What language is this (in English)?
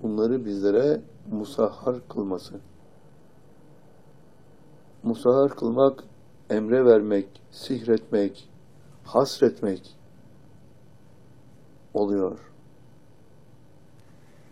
Turkish